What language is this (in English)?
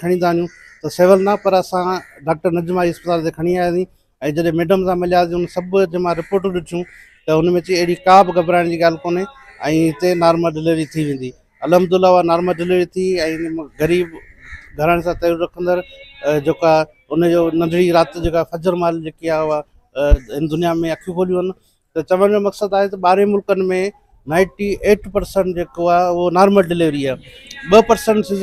Sindhi